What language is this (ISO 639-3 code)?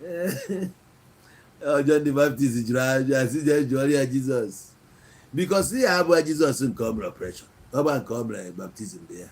ibo